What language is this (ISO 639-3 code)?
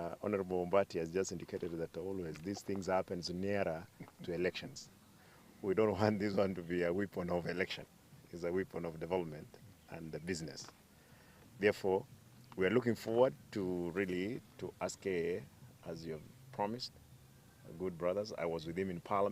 guz